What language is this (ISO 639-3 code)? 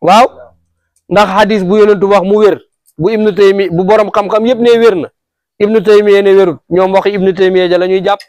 wol